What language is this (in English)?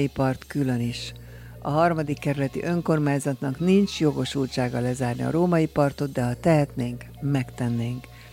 Hungarian